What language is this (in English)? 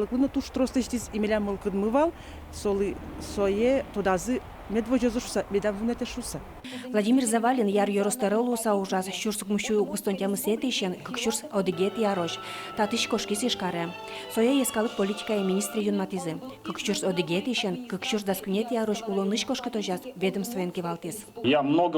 Udmurt